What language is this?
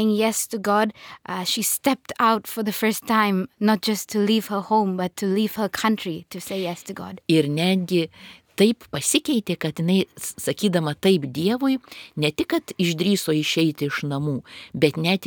Lithuanian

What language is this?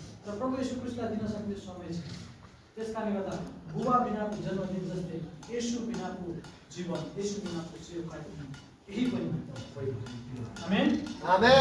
Nepali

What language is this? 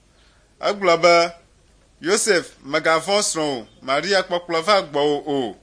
Ewe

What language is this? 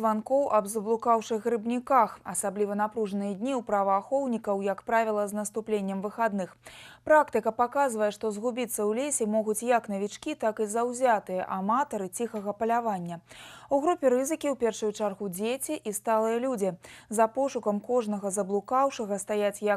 Belarusian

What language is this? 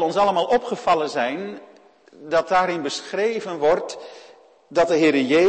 Dutch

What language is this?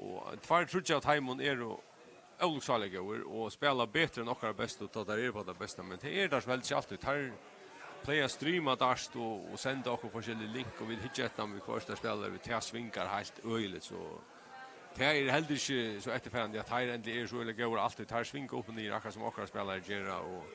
Faroese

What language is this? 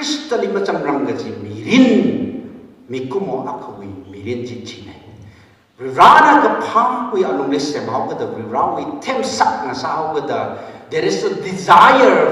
Tangkhul Naga (India)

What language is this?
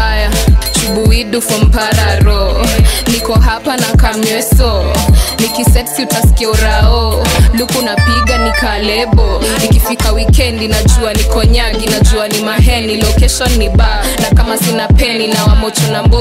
Swahili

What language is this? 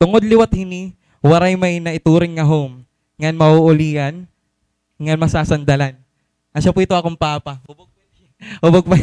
Waray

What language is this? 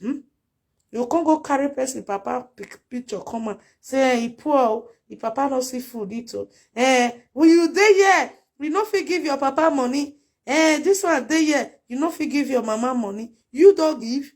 Nigerian Pidgin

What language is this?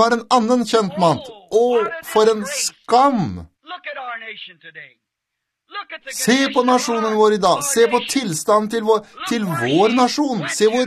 Norwegian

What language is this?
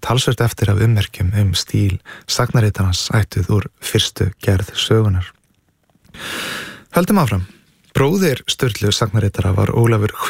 Icelandic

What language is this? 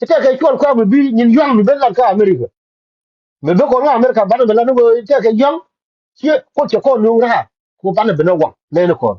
Nuer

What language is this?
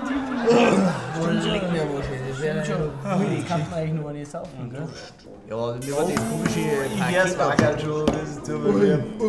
Bavarian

